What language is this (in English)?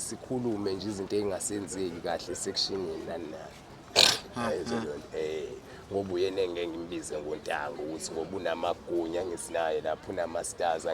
Zulu